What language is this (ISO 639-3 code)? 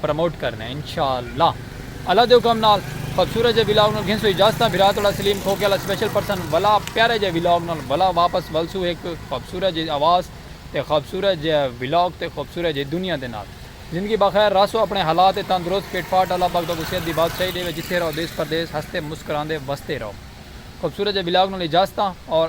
skr